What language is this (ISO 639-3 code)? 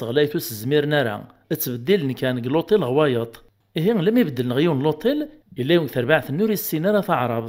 kab